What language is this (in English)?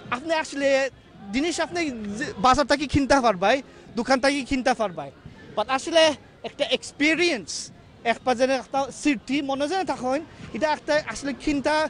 Sylheti